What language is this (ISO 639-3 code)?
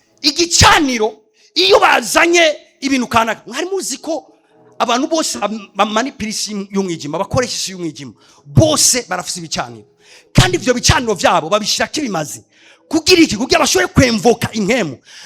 run